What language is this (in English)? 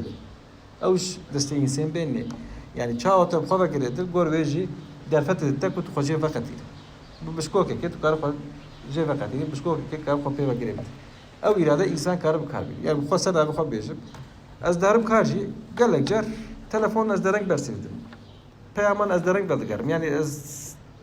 Kurdish